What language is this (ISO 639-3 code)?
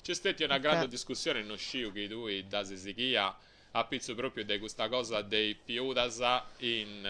srd